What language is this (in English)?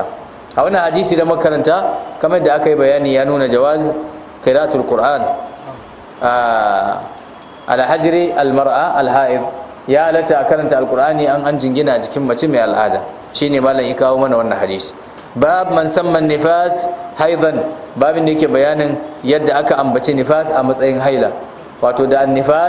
Hausa